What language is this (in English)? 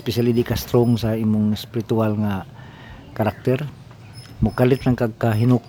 Cebuano